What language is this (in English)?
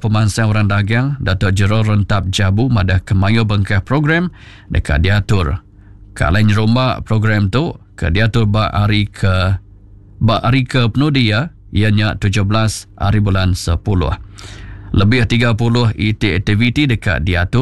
Iban